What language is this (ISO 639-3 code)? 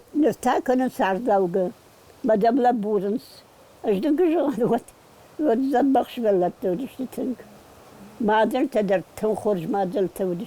oss